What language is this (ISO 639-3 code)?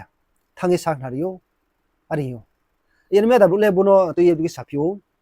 ria